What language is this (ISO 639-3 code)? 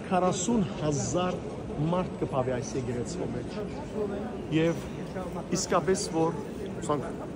hyw